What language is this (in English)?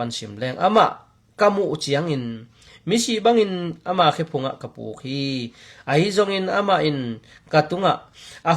Tedim Chin